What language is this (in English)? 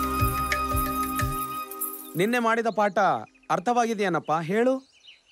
Kannada